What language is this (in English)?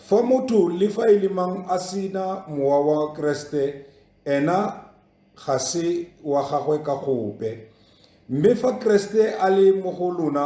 Tswana